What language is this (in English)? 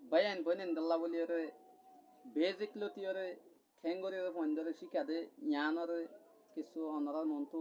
Rohingya